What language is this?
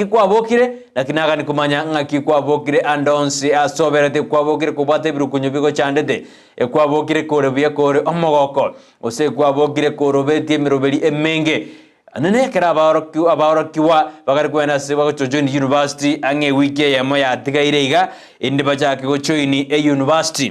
Gusii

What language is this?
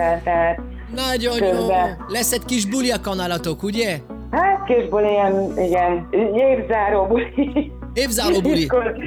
Hungarian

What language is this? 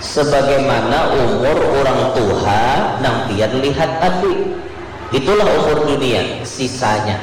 Banjar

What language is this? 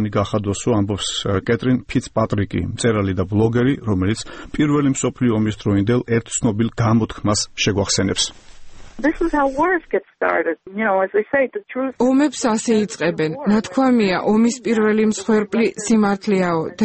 Georgian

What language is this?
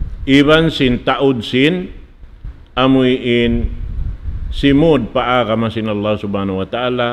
Tausug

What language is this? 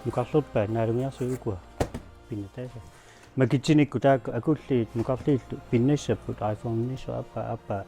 Kalaallisut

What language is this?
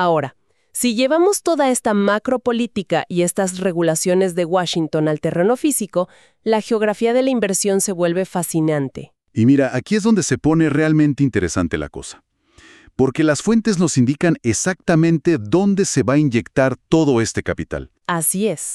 Spanish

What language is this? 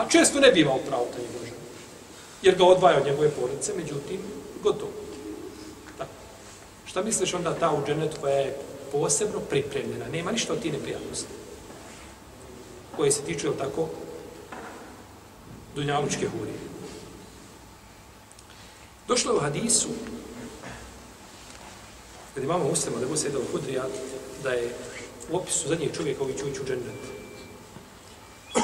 Bosnian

